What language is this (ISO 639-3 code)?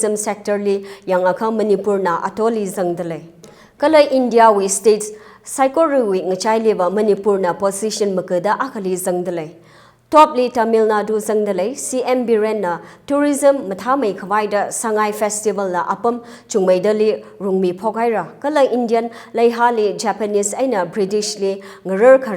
nmf